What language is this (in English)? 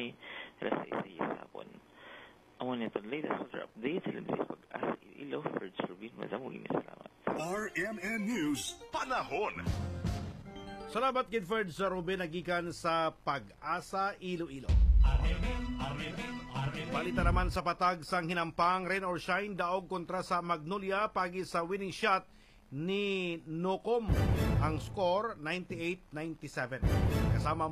Hiligaynon